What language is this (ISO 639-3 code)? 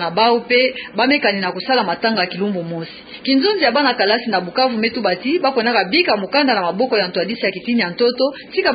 ktu